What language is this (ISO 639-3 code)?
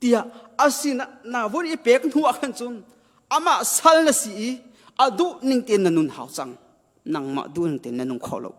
cnh